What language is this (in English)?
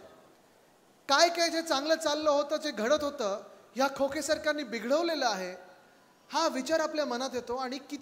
Marathi